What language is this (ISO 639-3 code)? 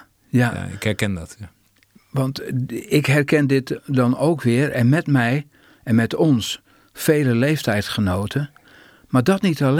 nld